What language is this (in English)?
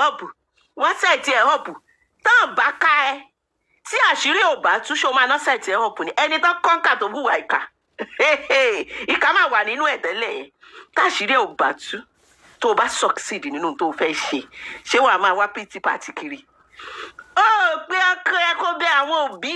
Yoruba